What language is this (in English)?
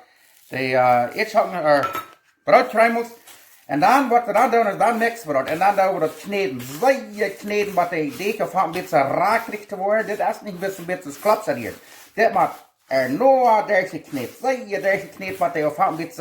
Plautdietsch